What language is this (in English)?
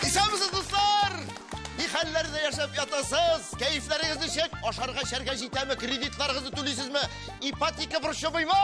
Tatar